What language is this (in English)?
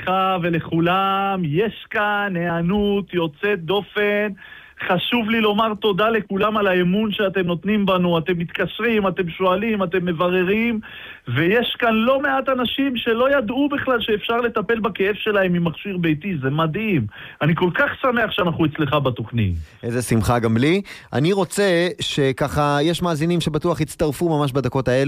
Hebrew